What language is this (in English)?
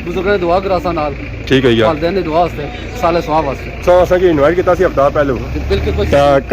Pahari-Potwari